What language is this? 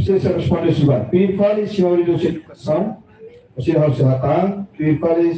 Tetum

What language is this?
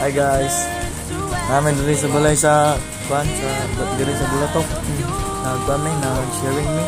Cebuano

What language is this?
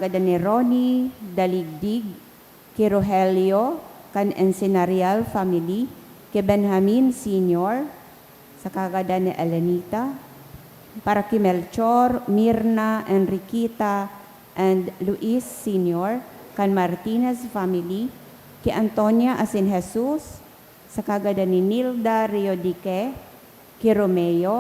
Bikol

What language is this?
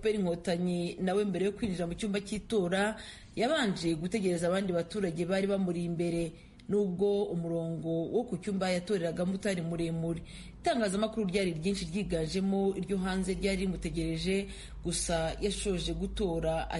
Kinyarwanda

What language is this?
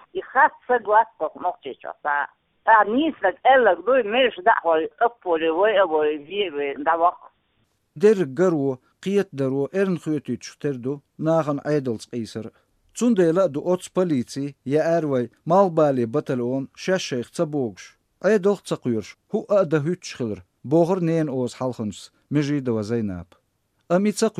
Chechen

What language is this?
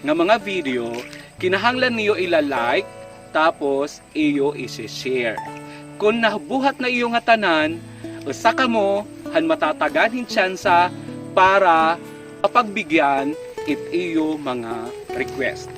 Waray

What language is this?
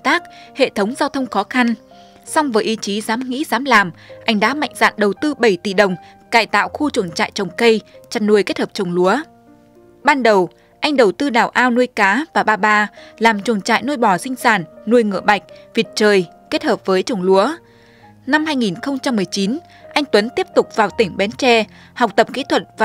Vietnamese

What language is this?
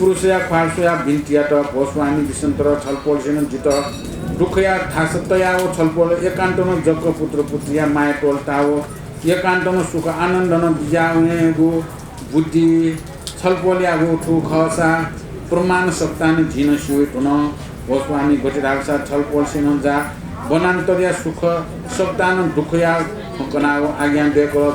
Newari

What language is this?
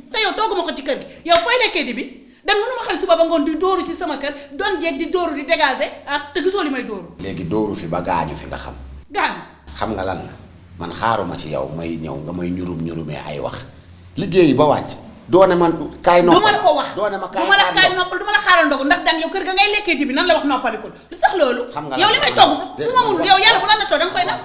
Wolof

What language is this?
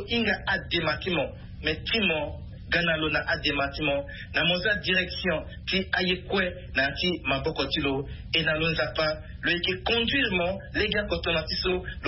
Sango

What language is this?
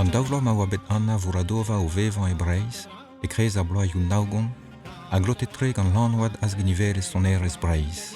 Breton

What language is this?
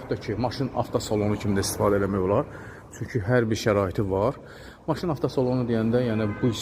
Azerbaijani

